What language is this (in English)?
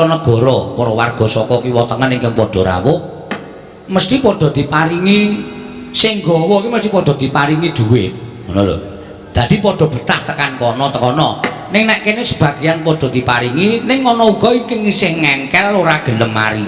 Javanese